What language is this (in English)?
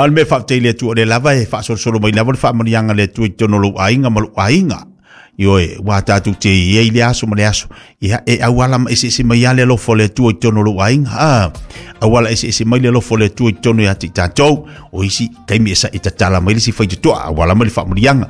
Samoan